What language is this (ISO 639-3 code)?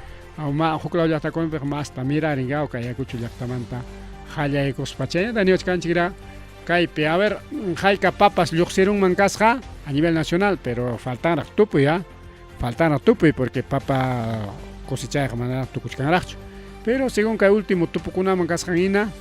quy